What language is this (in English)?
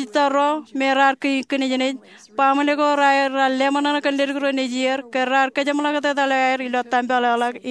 Marshallese